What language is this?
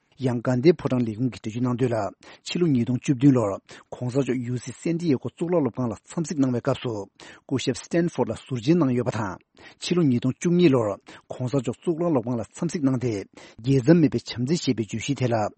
Tibetan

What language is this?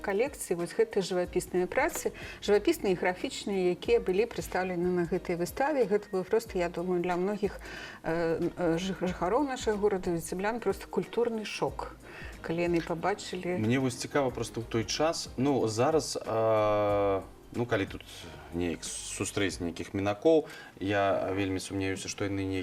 Belarusian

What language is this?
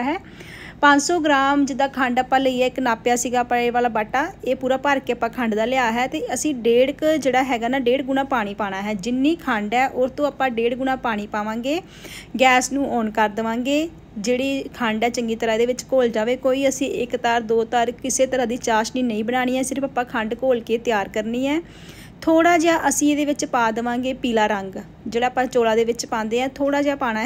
Punjabi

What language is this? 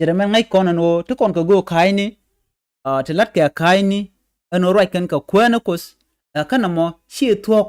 Nuer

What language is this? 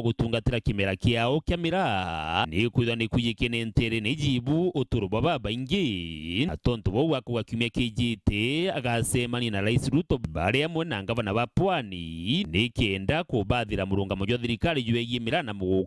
Meru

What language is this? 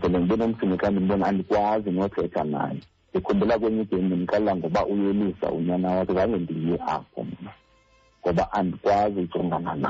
Xhosa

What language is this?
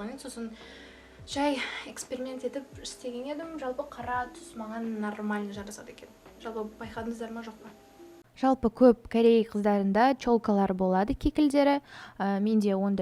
Kazakh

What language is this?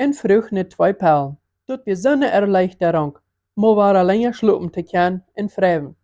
Plautdietsch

